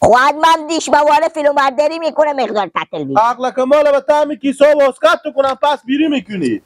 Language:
Persian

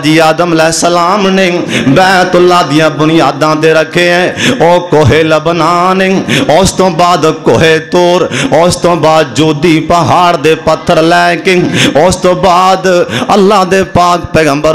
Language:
Western Panjabi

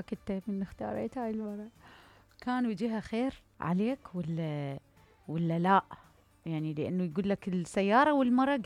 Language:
Mesopotamian Arabic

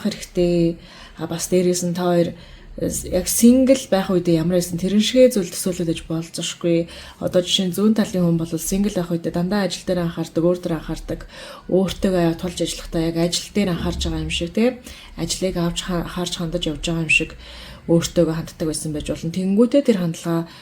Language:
Mongolian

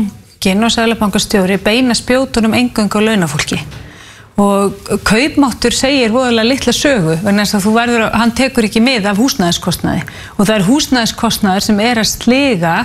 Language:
Icelandic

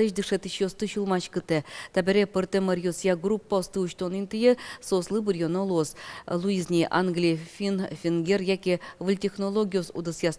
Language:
Udmurt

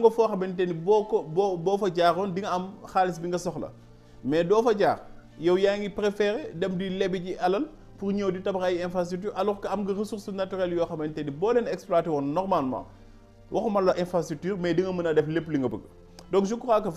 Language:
Wolof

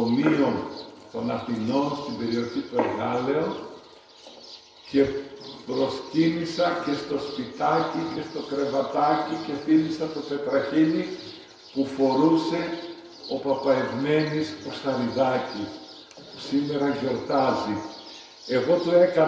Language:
Greek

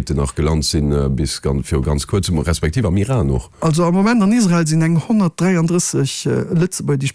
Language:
Luxembourgish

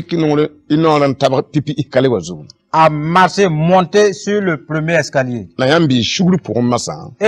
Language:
Mossi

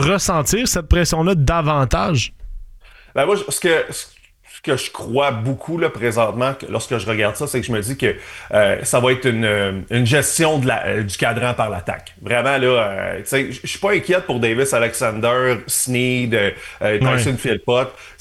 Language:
French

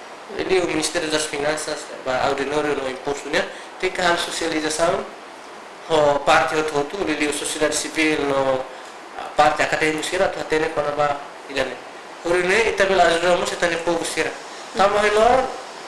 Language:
Tetum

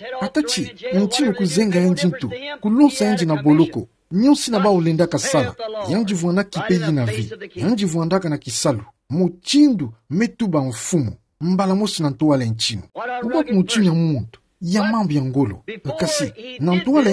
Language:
Kituba (Democratic Republic of Congo)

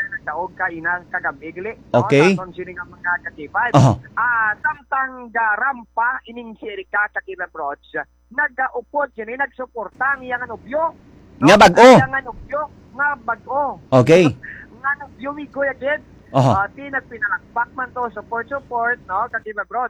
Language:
Hiligaynon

